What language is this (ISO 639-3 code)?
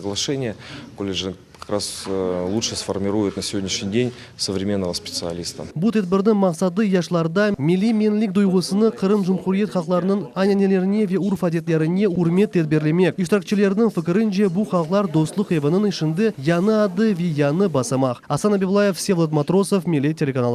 crh